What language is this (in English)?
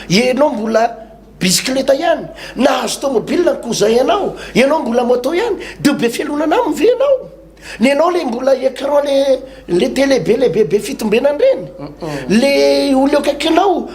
Malagasy